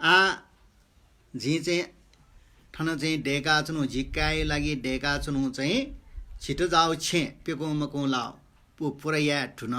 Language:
Newari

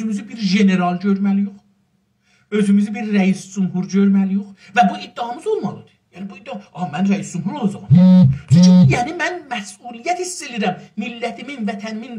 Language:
South Azerbaijani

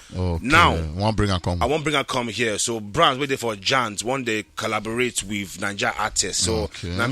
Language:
Nigerian Pidgin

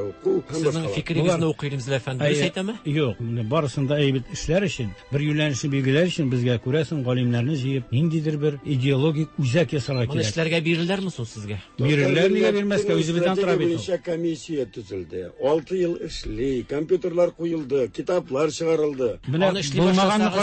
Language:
Tatar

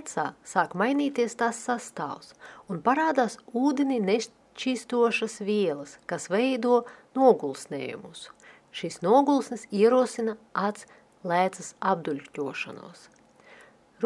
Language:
Latvian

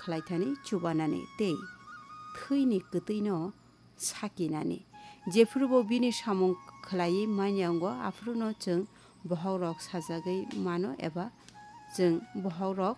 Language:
Kok Borok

